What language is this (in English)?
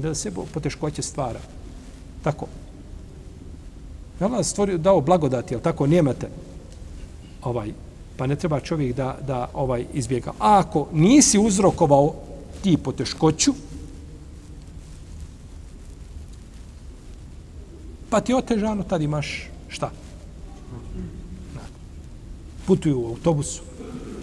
Bosnian